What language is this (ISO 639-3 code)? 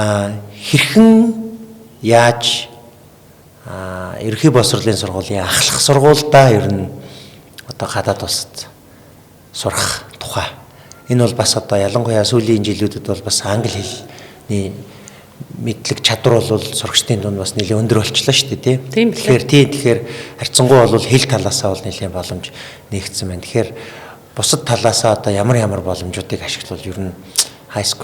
mon